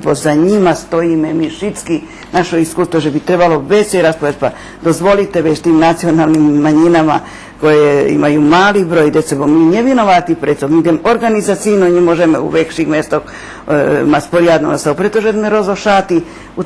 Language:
Rusyn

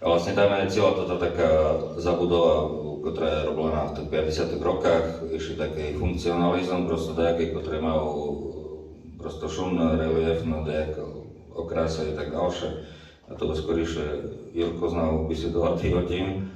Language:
Rusyn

